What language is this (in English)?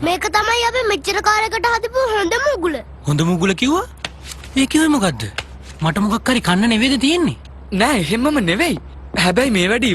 Sinhala